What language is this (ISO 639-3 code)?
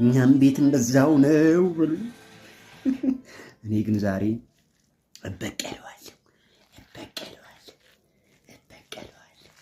amh